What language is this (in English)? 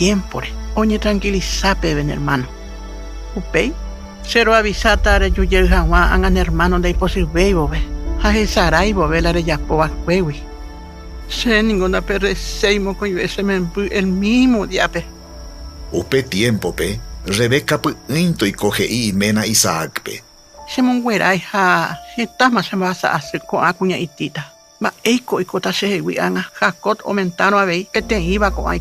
Guarani